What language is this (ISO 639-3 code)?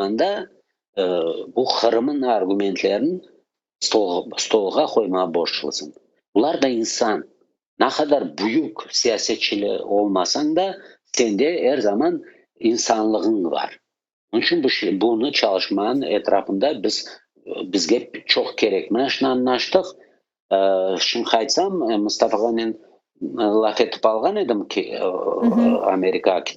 crh